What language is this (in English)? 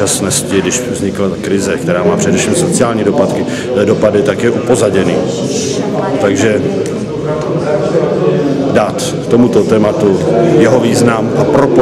Czech